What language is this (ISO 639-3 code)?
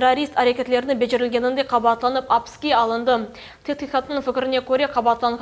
crh